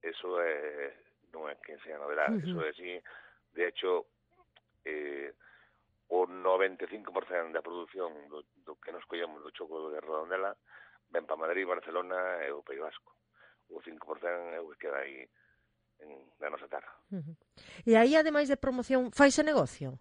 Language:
Galician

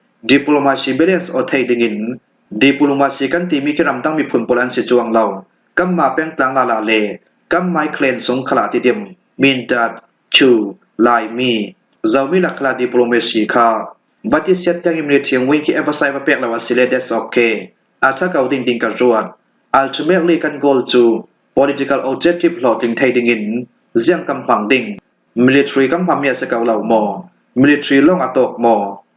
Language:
Falam Chin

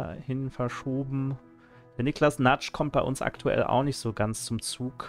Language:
German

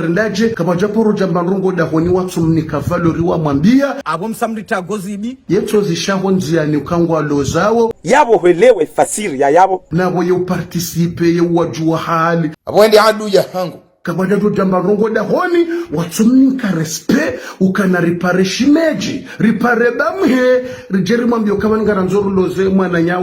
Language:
Ngazidja Comorian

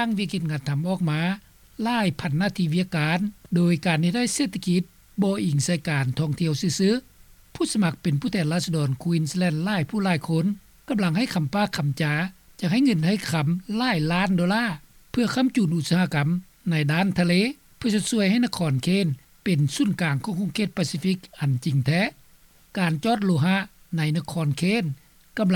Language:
Lao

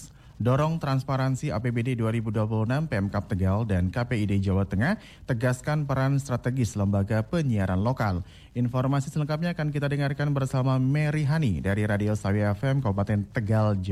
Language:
Indonesian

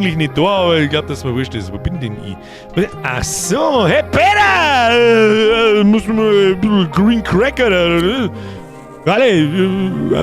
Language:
Bavarian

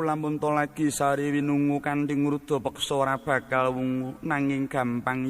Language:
Javanese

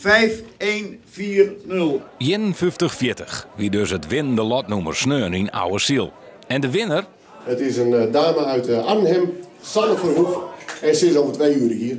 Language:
Western Frisian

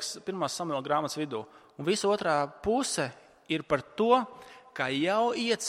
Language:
Latvian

